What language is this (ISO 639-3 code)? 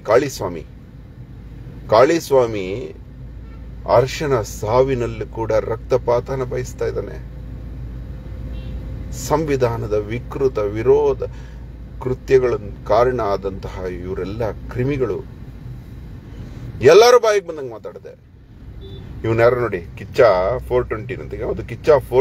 kan